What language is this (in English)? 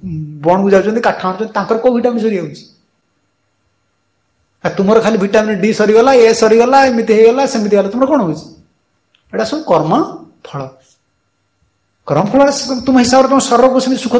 Odia